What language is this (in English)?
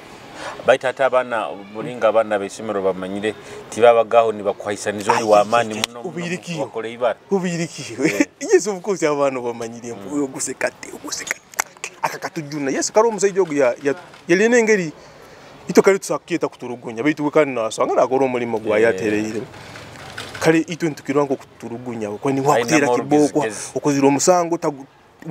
Nyoro